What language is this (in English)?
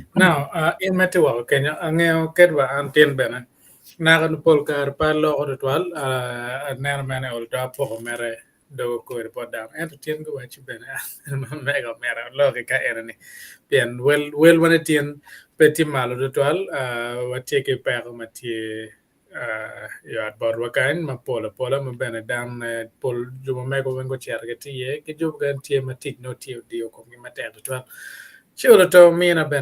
Acoli